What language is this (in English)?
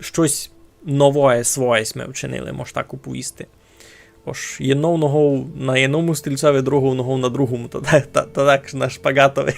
Rusyn